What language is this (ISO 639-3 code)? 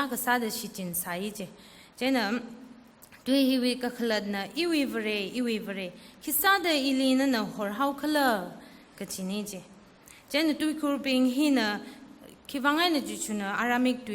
nmf